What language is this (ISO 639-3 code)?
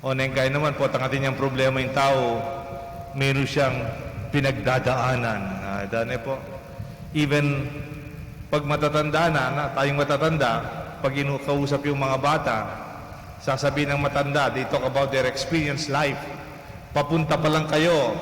pam